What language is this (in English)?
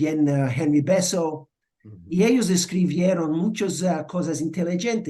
Ladino